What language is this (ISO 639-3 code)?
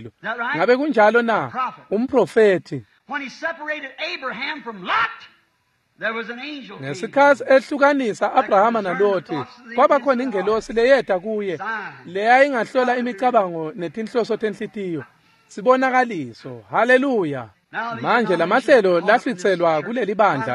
ssw